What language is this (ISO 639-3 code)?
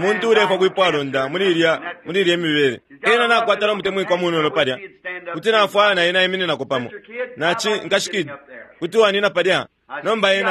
bem